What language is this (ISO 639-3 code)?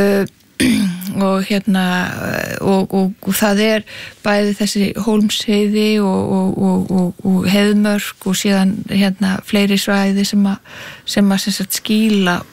isl